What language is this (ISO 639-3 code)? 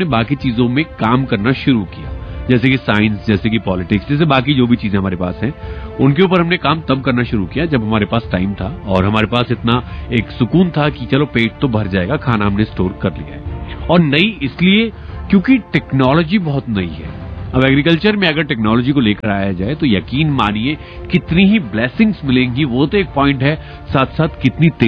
hin